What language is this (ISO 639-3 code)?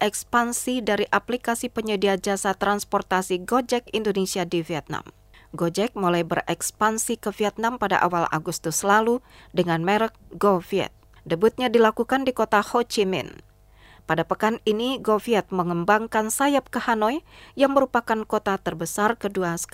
ind